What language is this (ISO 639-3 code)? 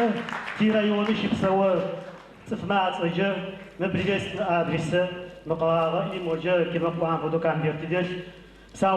ady